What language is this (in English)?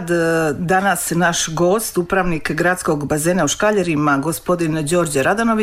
Serbian